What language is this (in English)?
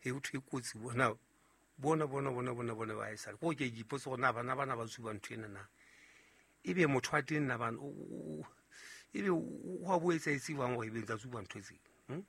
Southern Sotho